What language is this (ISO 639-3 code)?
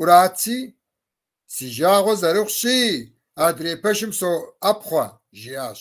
kbd